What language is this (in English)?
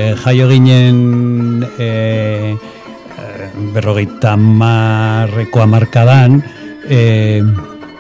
Basque